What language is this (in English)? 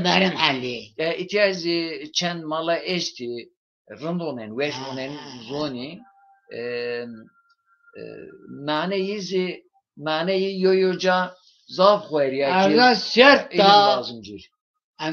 Zaza